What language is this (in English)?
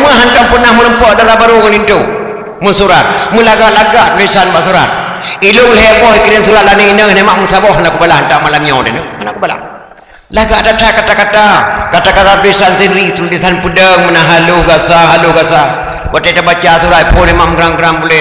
Achinese